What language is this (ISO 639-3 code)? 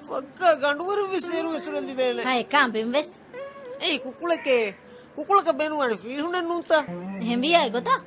div